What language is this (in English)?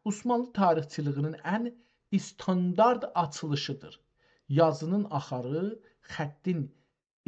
South Azerbaijani